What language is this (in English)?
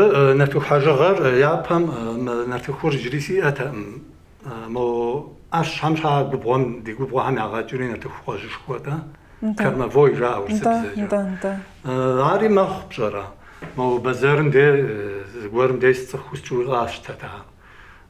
Kabardian